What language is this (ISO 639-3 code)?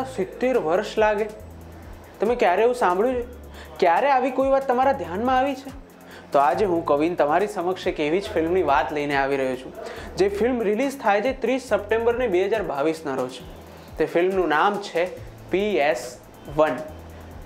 guj